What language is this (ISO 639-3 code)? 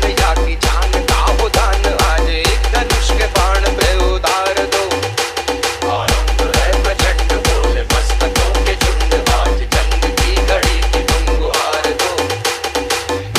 hin